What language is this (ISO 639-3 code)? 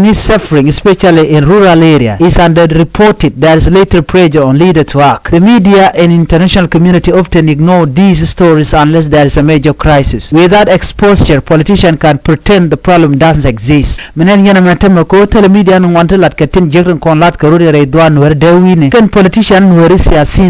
nus